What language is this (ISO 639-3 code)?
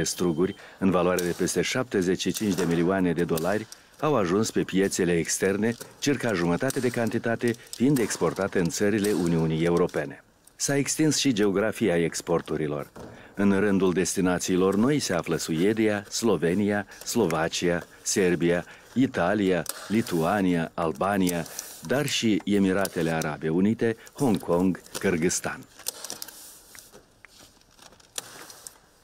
ron